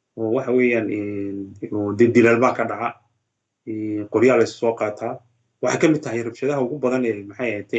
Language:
Somali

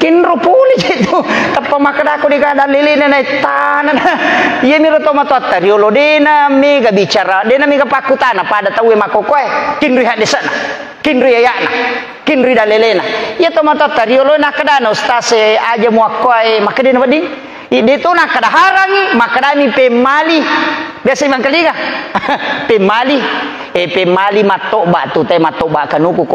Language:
Buginese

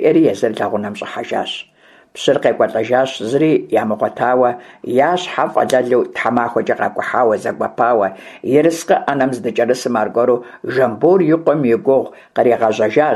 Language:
Kabardian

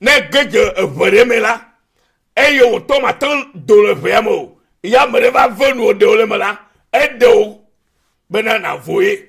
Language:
Ewe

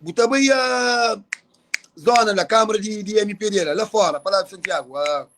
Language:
Kabuverdianu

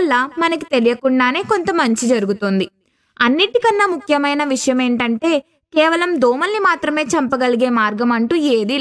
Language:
Telugu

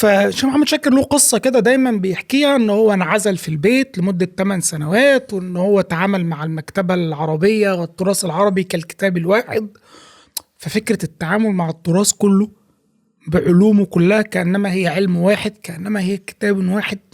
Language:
Egyptian Arabic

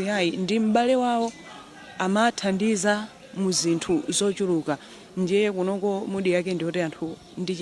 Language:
Nyanja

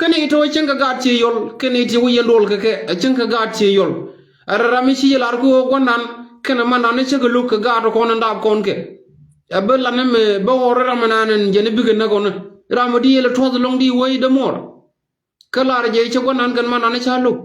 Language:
Nuer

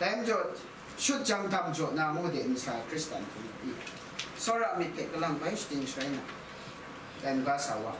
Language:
Kachin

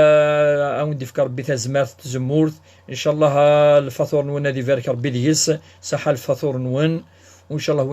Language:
Kabyle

